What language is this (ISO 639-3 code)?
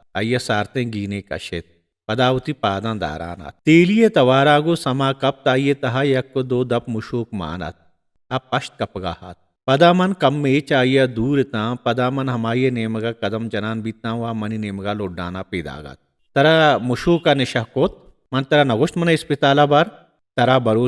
bal